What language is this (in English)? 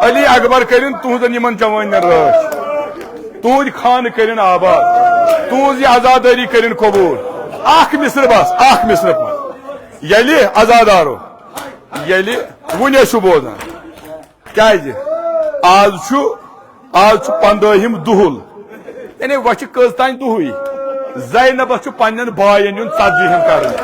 Kashmiri